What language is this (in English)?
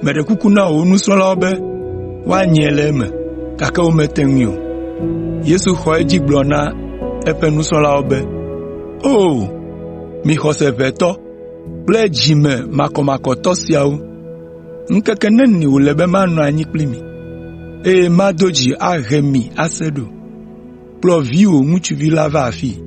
Ewe